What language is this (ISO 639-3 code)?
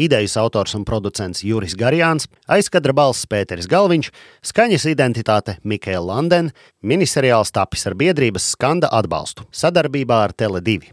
lav